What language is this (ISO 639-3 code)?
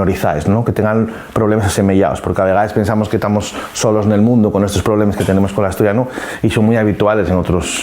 ast